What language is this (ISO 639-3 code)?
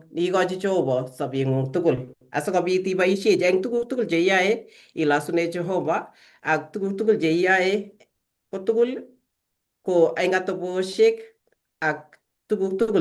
kln